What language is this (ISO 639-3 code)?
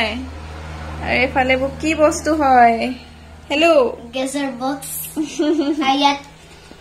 asm